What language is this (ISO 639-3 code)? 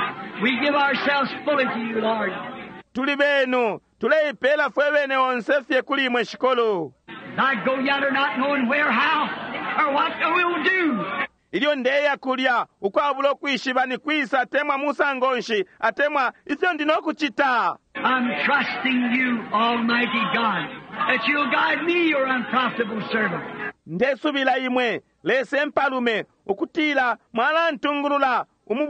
bem